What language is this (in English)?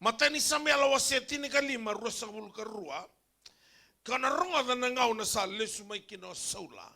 Fijian